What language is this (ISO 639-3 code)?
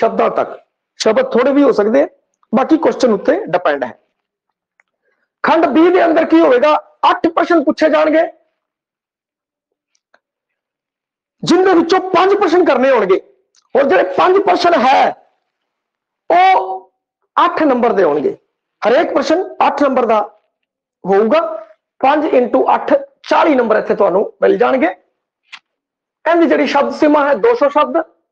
pan